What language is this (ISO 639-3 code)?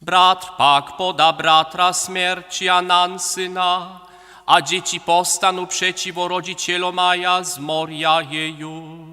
hsb